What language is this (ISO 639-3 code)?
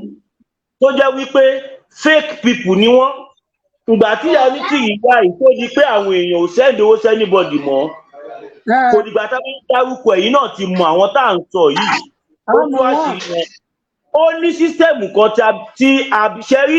yor